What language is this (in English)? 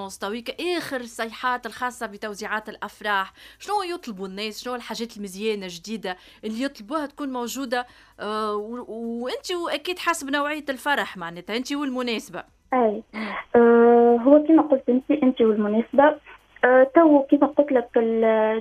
Tunisian Arabic